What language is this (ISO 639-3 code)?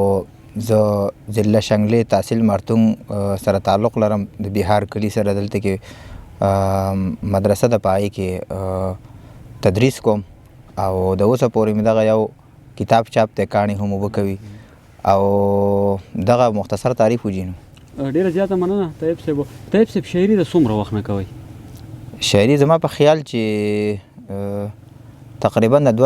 pus